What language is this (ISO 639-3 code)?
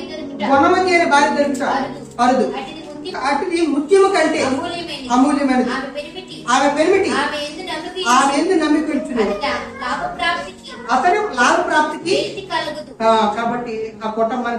tel